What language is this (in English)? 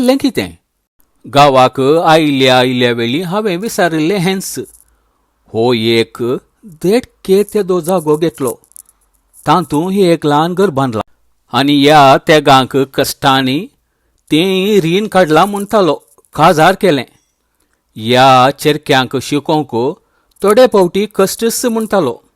Konkani